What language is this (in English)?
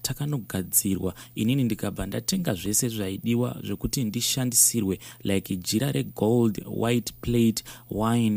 Shona